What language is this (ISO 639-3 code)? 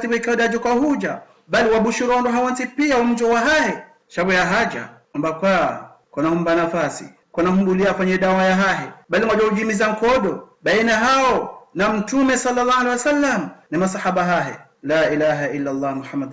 zdj